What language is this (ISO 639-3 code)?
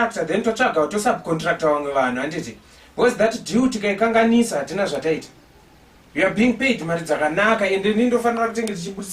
sna